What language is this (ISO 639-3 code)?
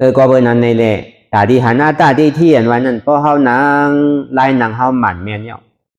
shn